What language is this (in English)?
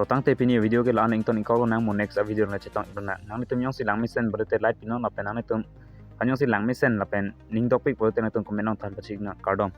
Karbi